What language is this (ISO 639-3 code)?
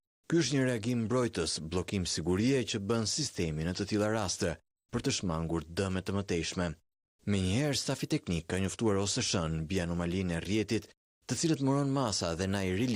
sqi